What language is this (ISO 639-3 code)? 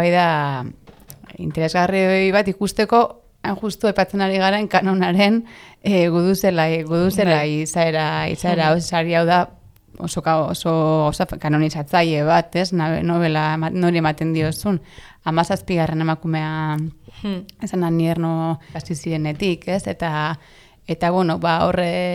eus